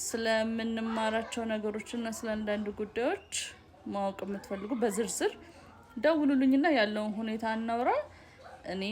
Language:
Amharic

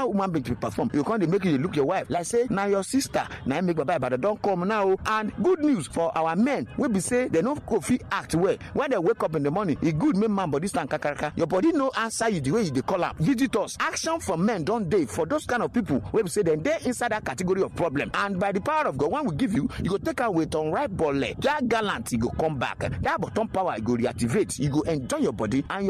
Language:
Nigerian Pidgin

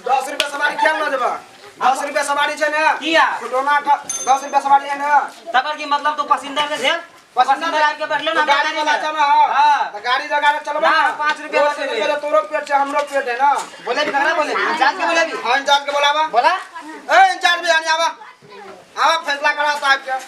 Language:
Maithili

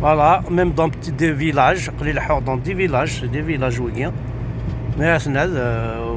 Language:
Kabyle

